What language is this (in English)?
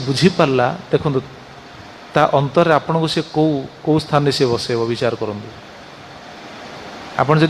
Odia